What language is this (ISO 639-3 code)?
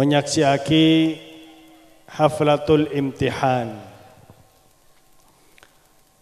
ind